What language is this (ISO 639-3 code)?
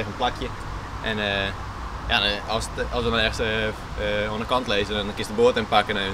fry